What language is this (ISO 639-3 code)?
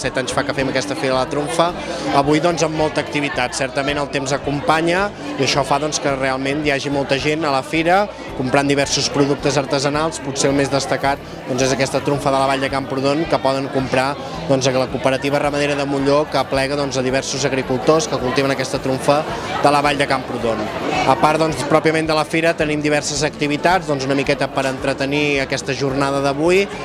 cat